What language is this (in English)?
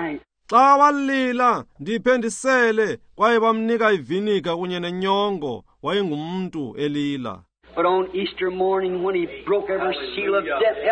Xhosa